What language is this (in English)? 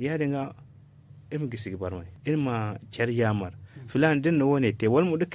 Zarma